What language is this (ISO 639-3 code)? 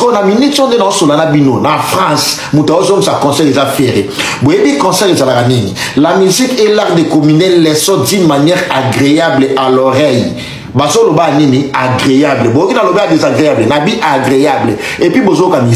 lin